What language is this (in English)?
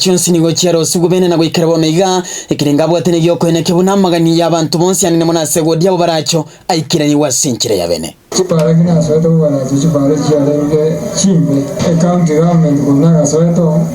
Gusii